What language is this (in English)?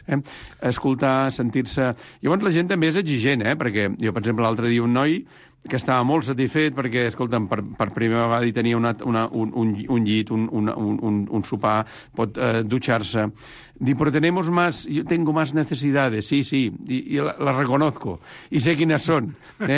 Catalan